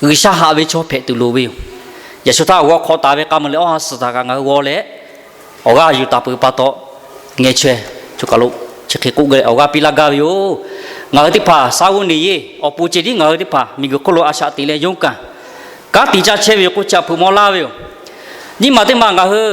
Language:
Lahu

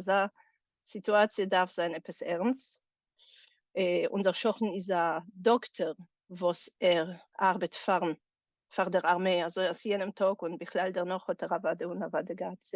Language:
Yiddish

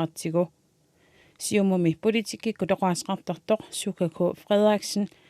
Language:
Kalaallisut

